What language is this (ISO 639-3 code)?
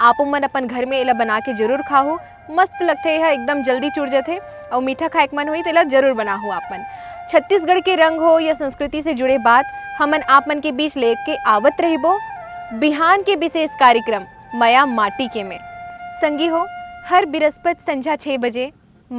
hne